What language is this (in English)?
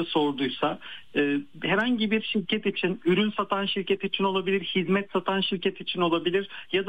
Turkish